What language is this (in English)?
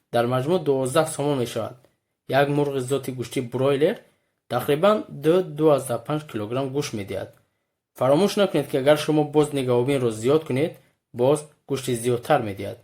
Tajik